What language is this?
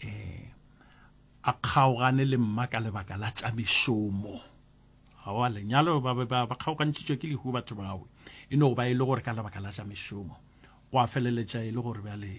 Northern Sotho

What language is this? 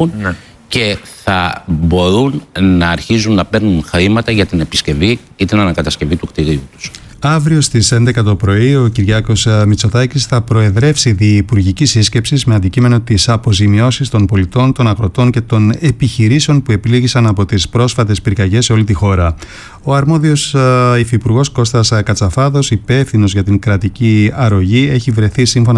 Greek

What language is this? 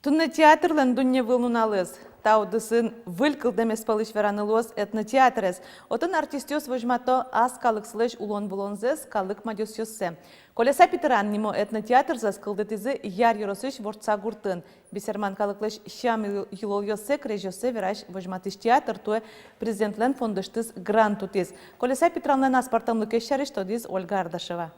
Udmurt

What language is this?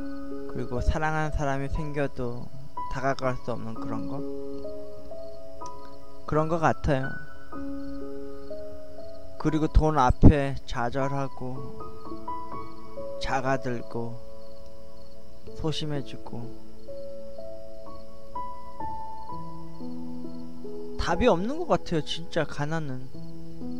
Korean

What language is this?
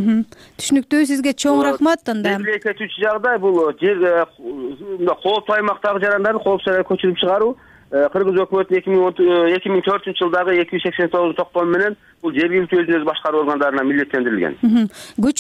Kyrgyz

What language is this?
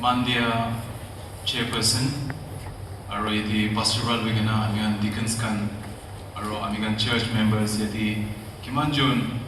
Naga Pidgin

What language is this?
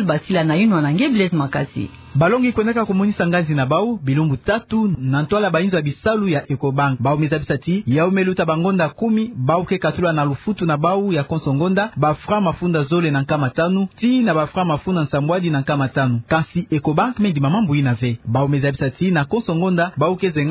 Kituba (Democratic Republic of Congo)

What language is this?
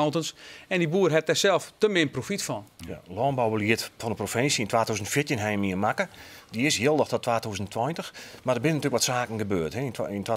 Western Frisian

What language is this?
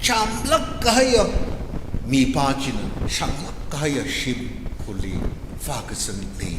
Tangkhul Naga (India)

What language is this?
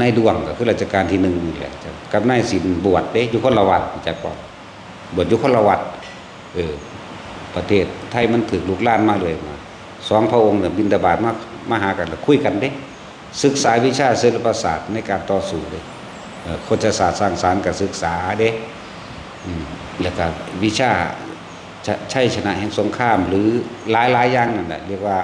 Northeastern Thai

